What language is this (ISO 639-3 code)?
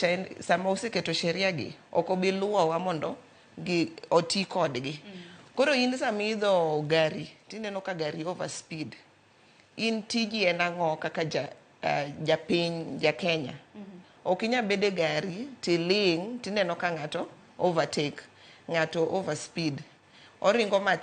luo